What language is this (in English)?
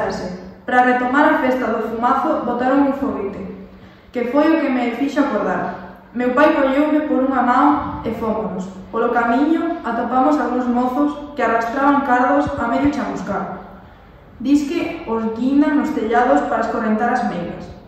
Galician